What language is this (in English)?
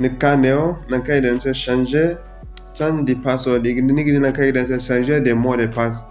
Zarma